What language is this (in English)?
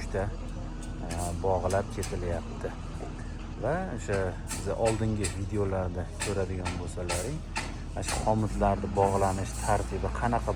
Uzbek